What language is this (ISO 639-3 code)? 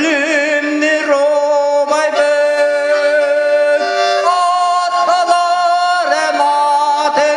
sah